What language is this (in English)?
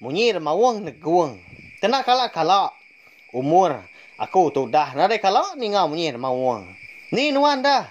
Iban